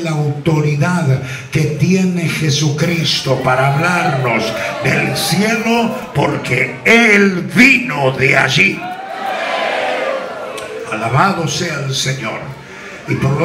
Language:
Spanish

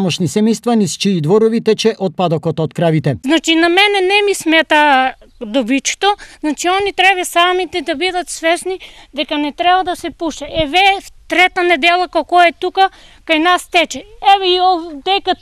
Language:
Macedonian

